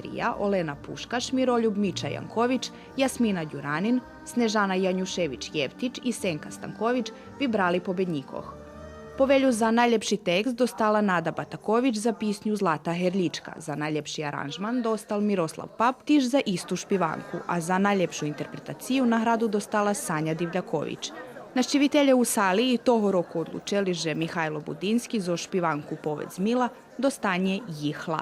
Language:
Rusyn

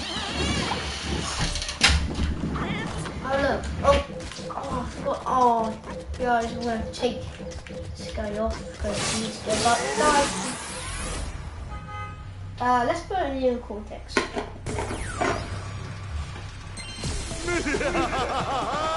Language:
English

